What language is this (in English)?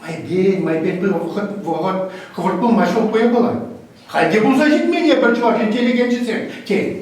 Chuvash